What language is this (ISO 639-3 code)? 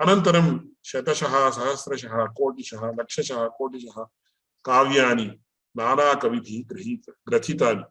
san